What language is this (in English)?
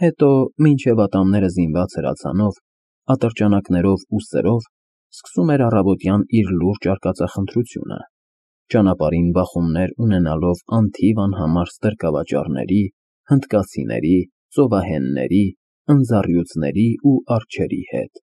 Armenian